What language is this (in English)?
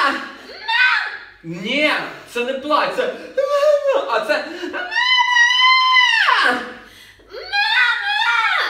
Ukrainian